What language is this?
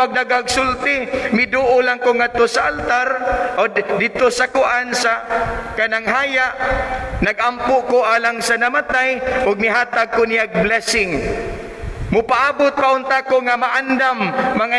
Cebuano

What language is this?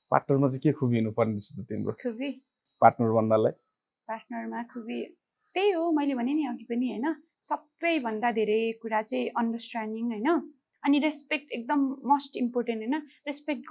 Nepali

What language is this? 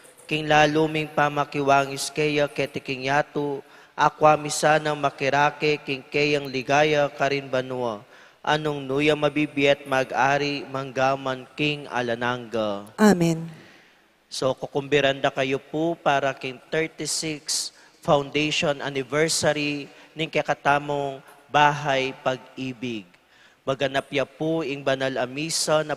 Pampanga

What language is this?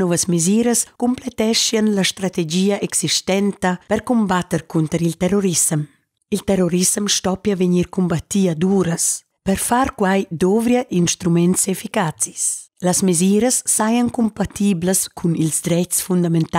Romansh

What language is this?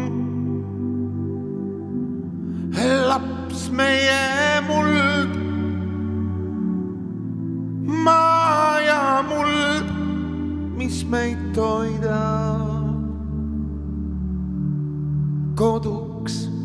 Estonian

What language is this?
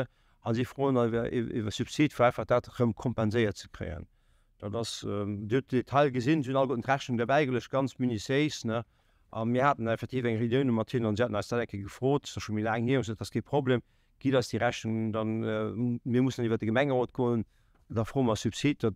Luxembourgish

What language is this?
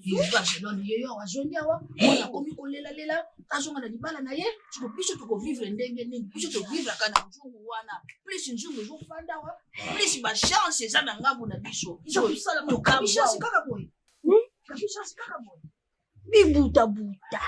Lingala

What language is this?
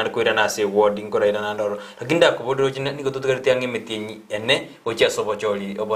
Gusii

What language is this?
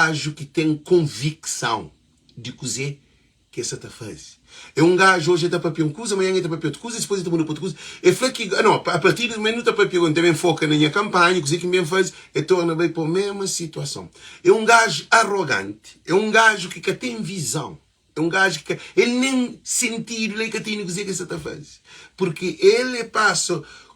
Kabuverdianu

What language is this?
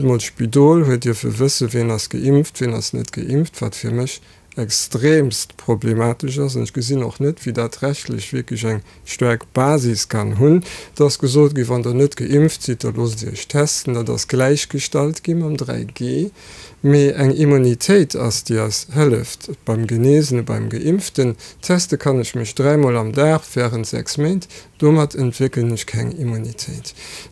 Luxembourgish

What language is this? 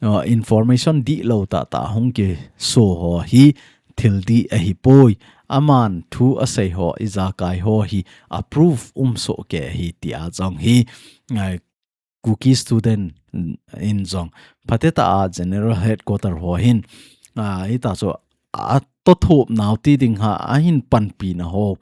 Thado Chin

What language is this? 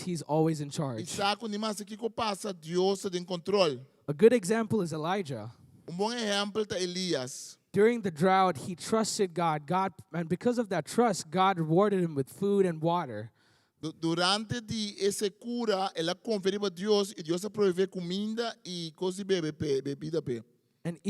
Papiamento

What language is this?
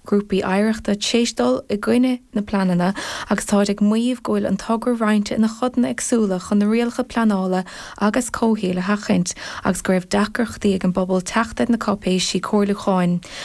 Irish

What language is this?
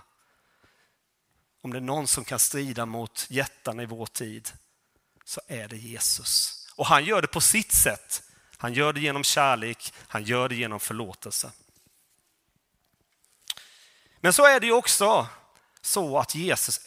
Swedish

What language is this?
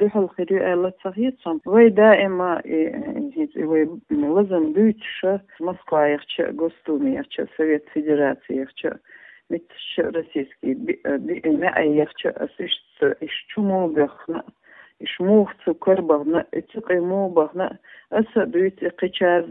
Chechen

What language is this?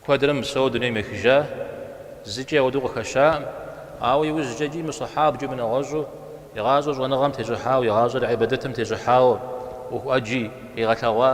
Kabardian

